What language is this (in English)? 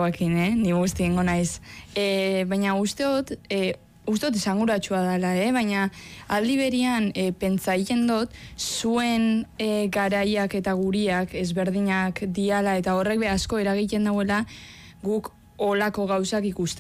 Basque